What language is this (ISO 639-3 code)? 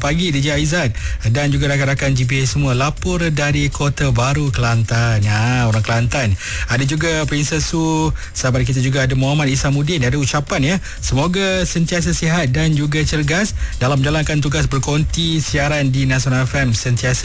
msa